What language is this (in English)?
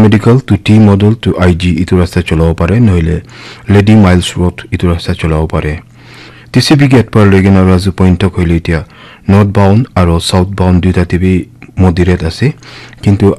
Naga Pidgin